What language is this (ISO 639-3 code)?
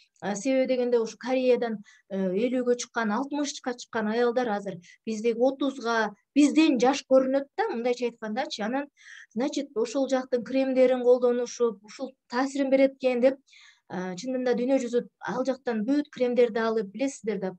kir